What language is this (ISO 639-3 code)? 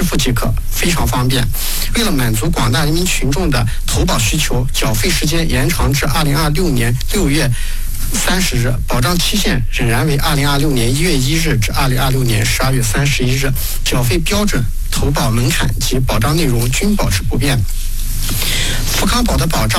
zho